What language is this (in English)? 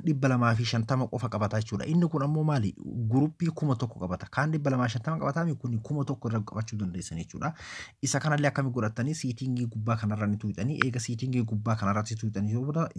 Oromo